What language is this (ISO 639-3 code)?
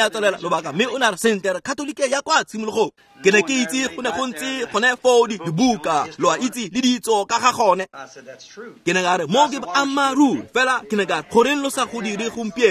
tsn